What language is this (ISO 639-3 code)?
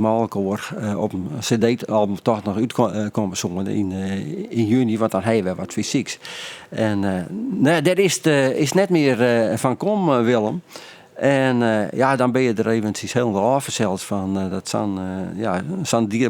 fry